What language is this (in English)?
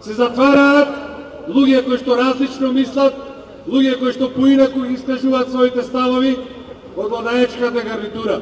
Macedonian